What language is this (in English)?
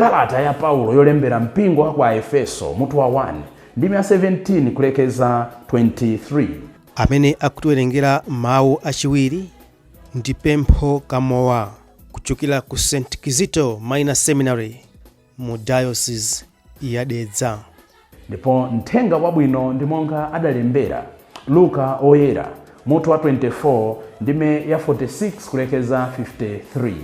Nyanja